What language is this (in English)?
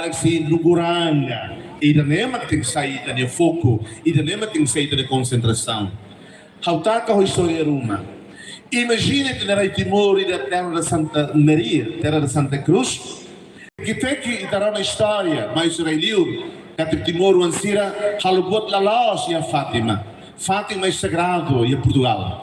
Tetum